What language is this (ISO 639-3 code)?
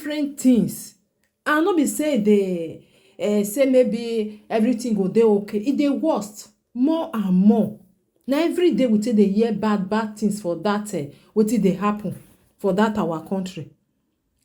pcm